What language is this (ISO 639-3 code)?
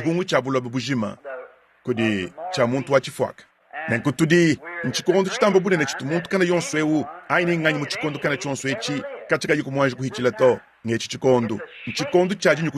lua